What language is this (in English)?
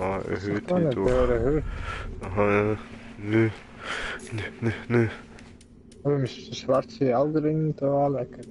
Swiss German